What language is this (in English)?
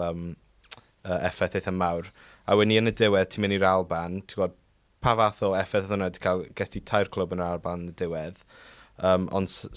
Welsh